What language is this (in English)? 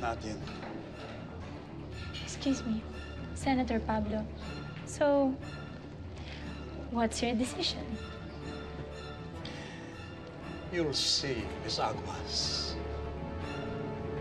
Filipino